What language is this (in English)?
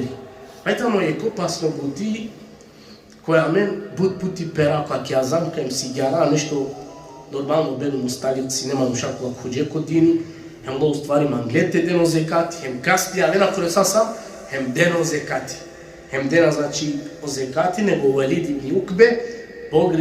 Balkan Romani